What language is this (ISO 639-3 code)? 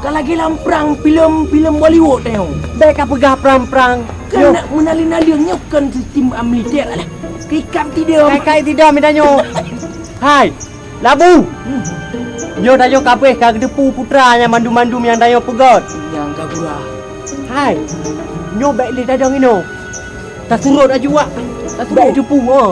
ace